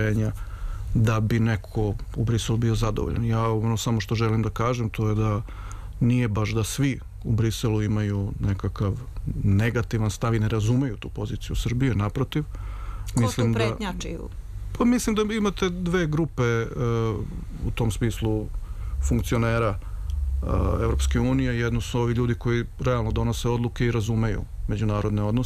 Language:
Serbian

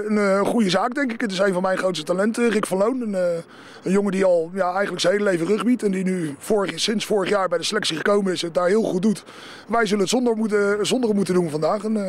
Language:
Dutch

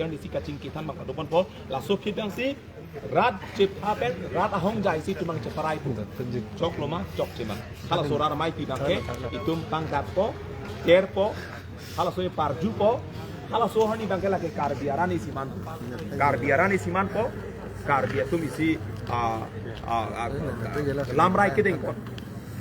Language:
Karbi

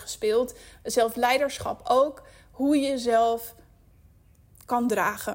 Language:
Dutch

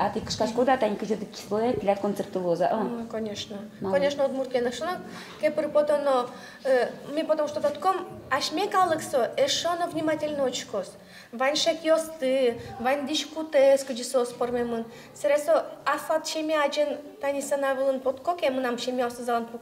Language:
Udmurt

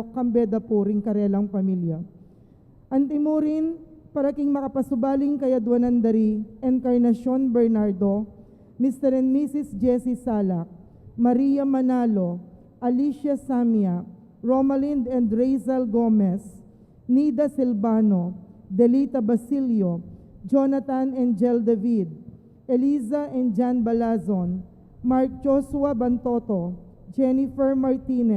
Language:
Pampanga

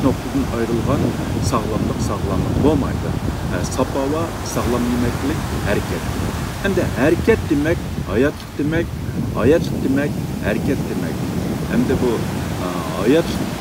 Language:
Uyghur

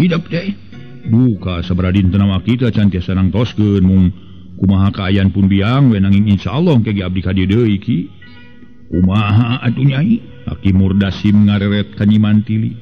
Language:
Sundanese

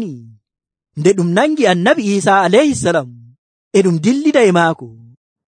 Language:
Nigerian Fulfulde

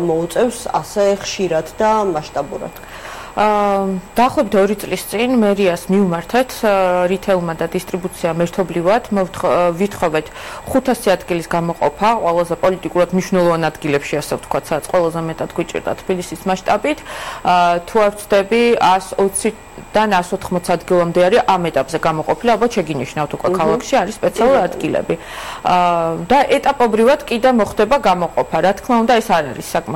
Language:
Georgian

